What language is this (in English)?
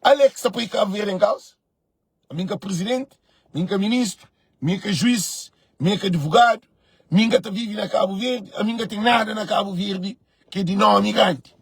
Kabuverdianu